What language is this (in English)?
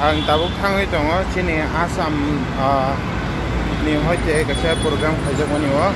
Kok Borok